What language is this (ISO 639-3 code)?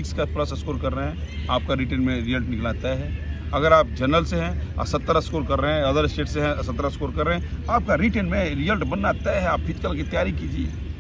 hin